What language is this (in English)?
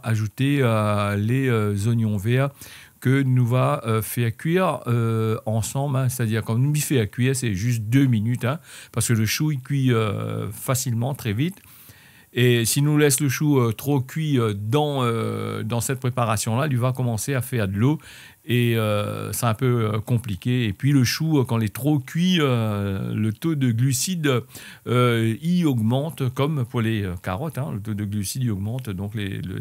Réunion Creole French